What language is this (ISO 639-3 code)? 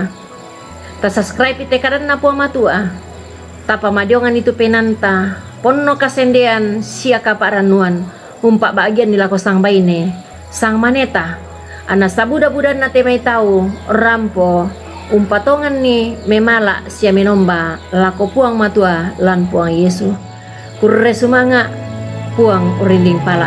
sda